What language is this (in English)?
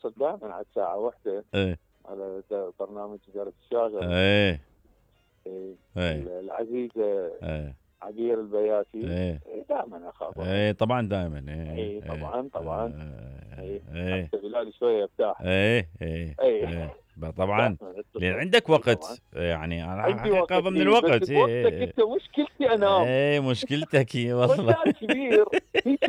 Mesopotamian Arabic